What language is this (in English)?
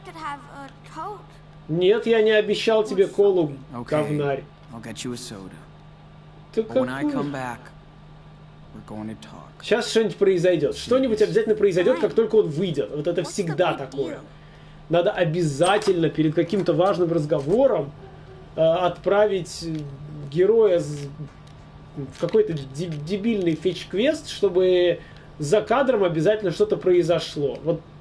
Russian